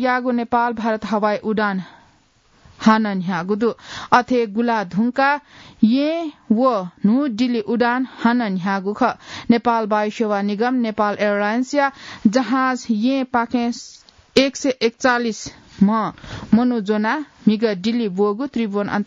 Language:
Newari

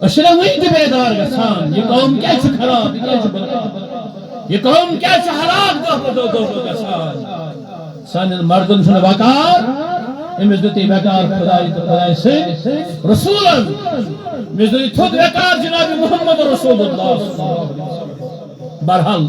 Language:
Kashmiri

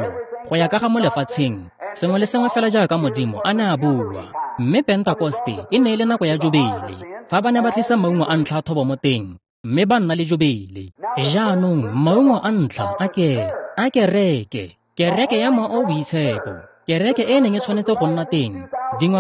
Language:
Tswana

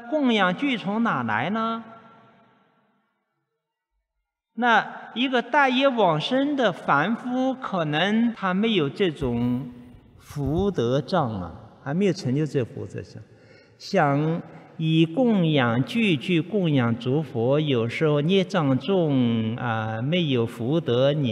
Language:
Chinese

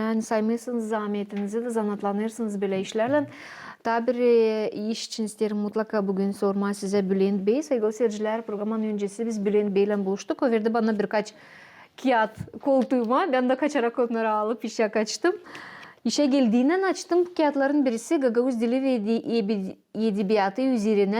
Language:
Gagauz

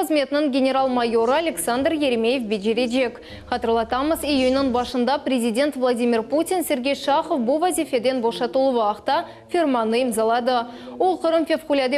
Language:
Crimean Tatar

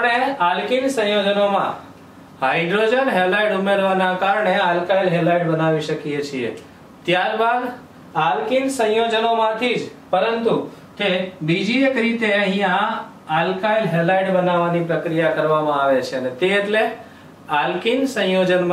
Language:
Gujarati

